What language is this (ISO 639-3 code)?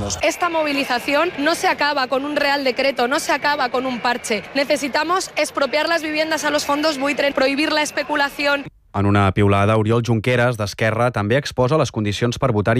cat